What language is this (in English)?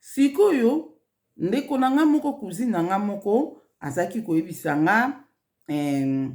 Lingala